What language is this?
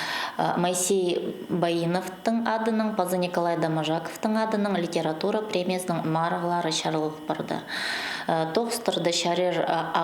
Khakas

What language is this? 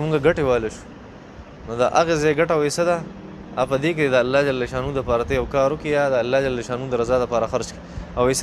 Pashto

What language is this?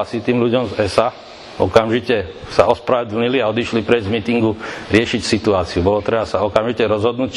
Slovak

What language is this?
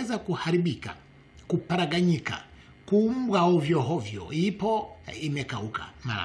Swahili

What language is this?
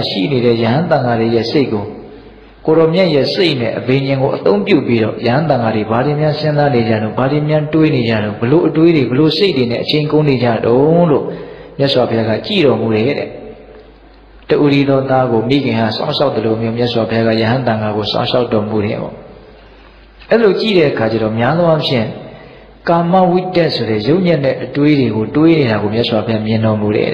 Burmese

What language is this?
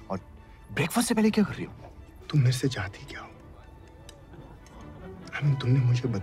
Hindi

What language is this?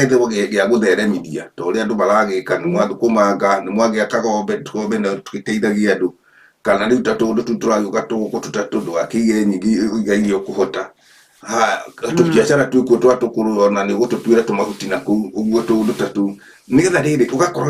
Kikuyu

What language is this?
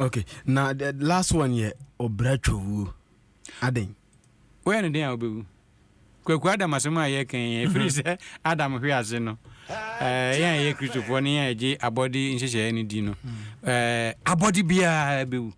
Akan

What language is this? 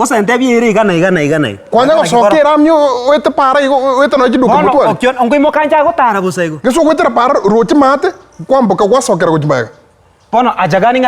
Gusii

